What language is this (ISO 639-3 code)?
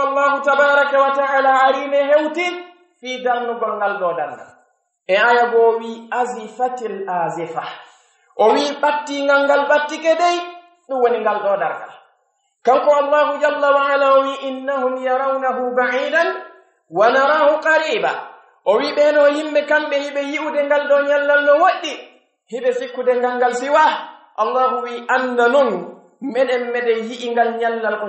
fuf